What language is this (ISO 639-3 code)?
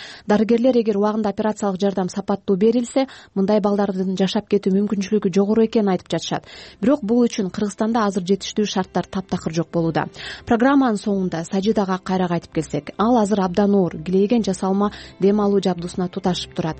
kir